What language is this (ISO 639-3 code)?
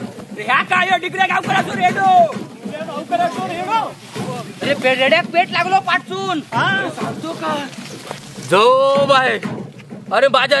kok